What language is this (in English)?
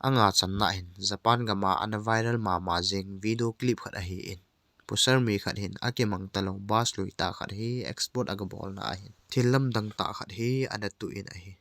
Thado Chin